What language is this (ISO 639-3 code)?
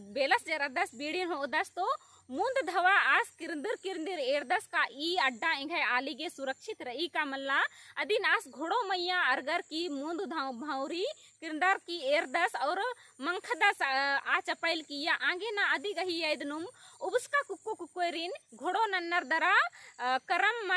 kru